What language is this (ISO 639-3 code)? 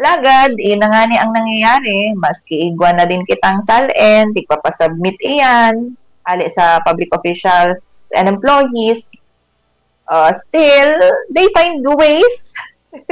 bik